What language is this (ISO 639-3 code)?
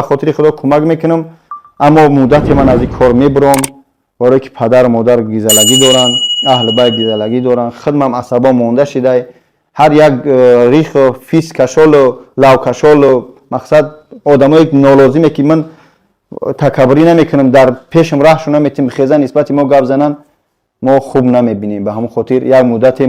tgk